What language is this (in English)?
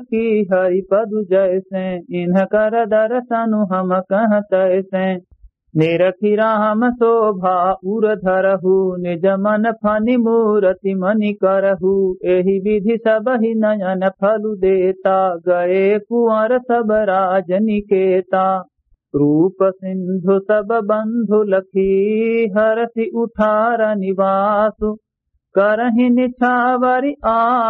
Awadhi